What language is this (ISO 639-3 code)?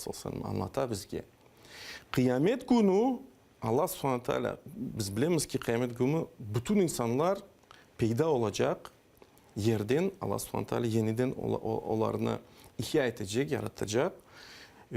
crh